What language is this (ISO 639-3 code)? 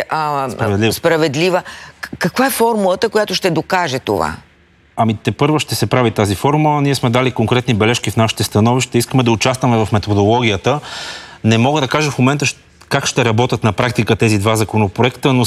bul